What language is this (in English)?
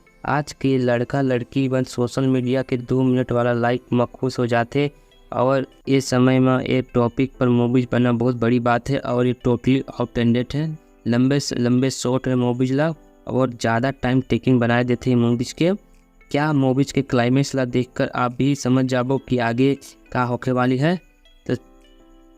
Chhattisgarhi